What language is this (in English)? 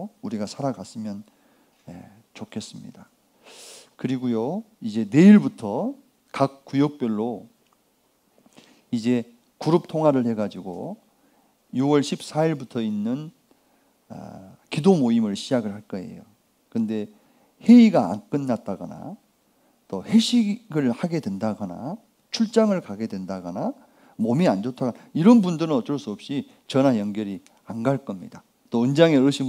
Korean